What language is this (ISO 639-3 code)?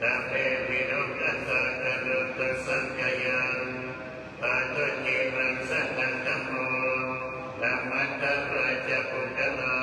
pli